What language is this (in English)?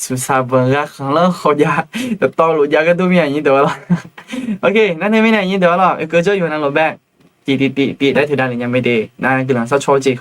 Akha